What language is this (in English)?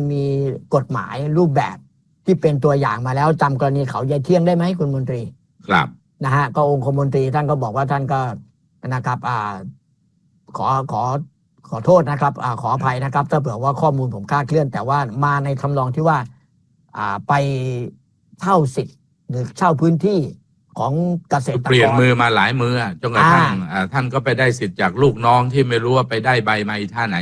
Thai